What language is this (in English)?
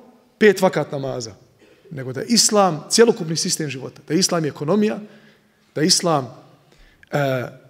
Bosnian